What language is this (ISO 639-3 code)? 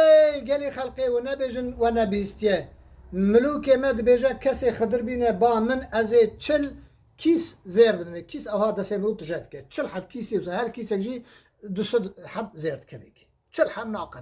kur